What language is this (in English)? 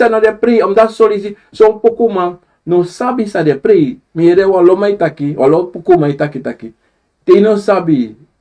Sranan Tongo